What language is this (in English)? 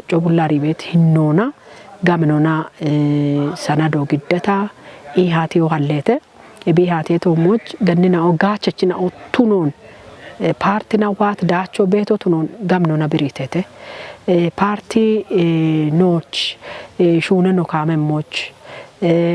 Kafa